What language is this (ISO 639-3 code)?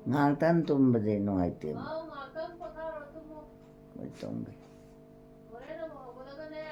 mni